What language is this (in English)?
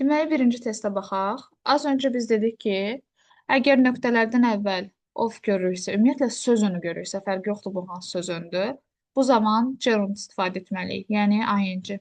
Azerbaijani